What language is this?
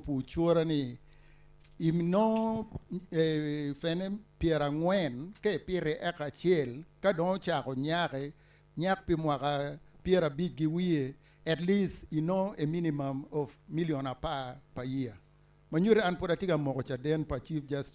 Acoli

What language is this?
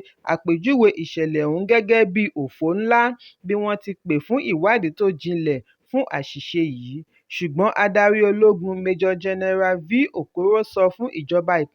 Yoruba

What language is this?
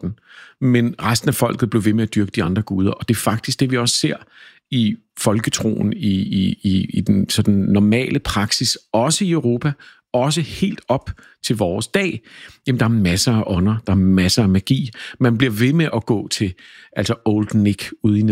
Danish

